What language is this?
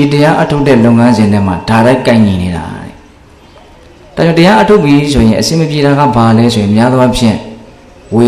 Burmese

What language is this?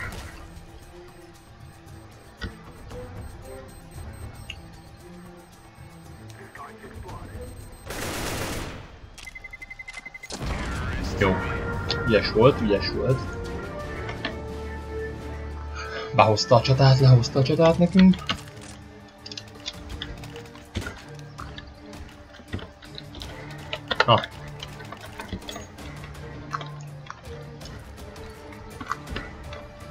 Hungarian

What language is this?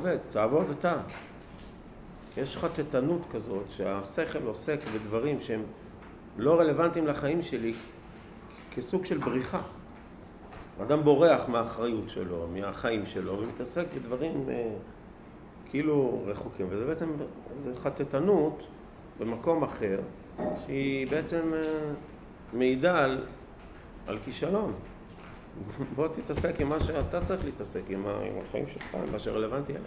Hebrew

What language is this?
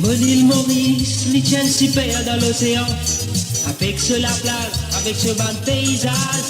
Morisyen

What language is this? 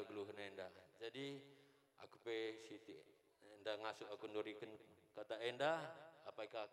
Batak Karo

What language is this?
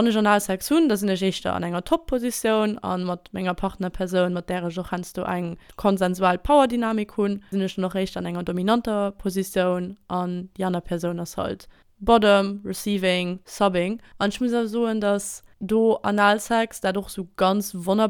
Luxembourgish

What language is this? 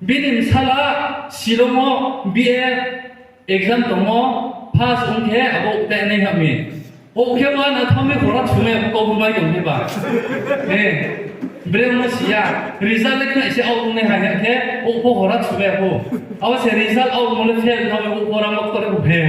Riang (India)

